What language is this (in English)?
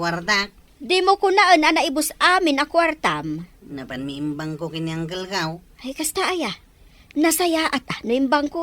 Iloko